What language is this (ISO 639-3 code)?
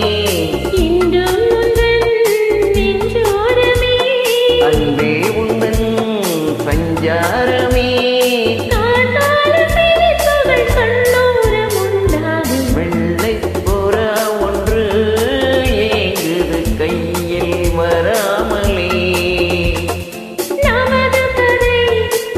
tam